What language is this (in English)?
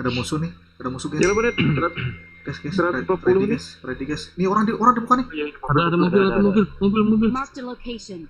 Banjar